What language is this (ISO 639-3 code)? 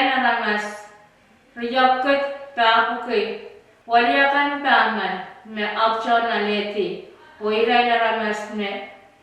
pon